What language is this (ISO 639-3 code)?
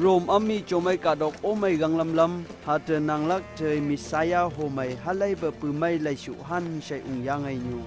nph